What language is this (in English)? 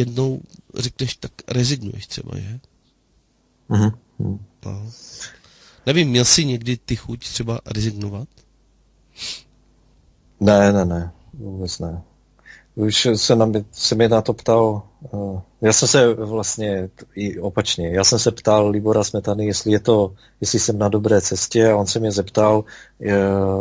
Czech